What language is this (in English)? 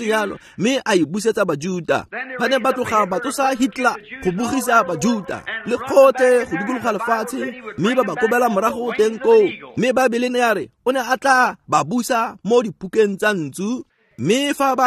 Tswana